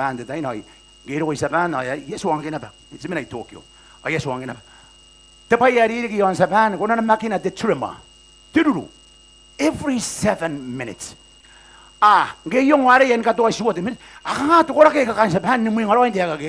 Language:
Gilbertese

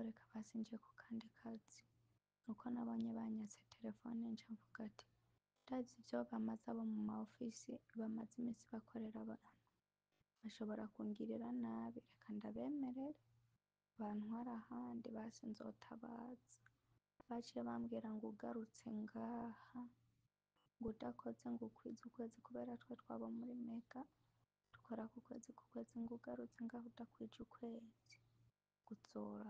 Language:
Rundi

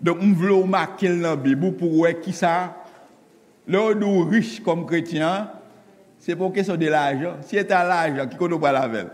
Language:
Haitian Creole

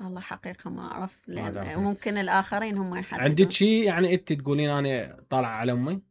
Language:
Mesopotamian Arabic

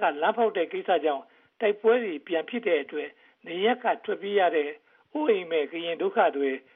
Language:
Burmese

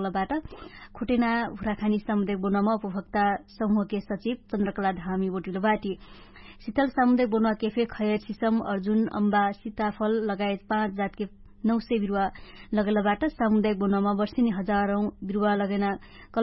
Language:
Dangaura Tharu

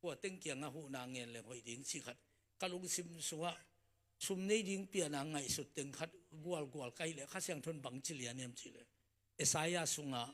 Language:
Tedim Chin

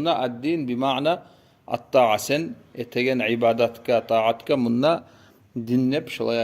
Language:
Kumyk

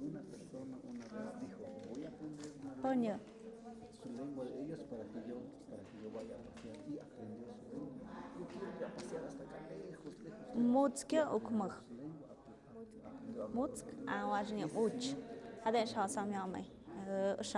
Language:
Tlahuitoltepec Mixe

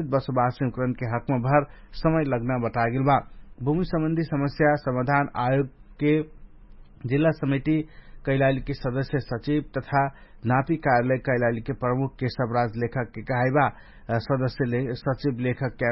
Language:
Dangaura Tharu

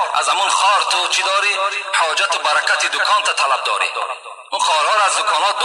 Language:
Tajik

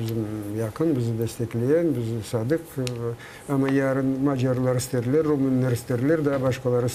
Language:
Crimean Tatar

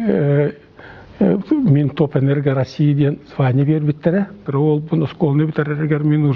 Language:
Yakut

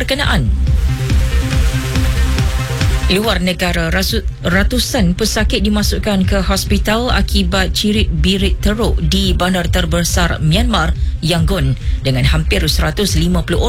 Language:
Malay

